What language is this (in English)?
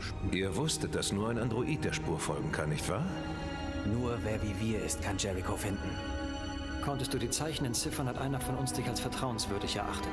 Bavarian